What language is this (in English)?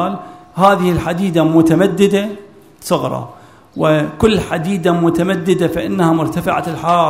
Arabic